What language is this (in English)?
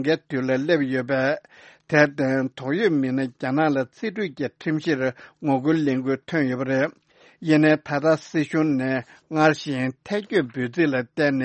Tibetan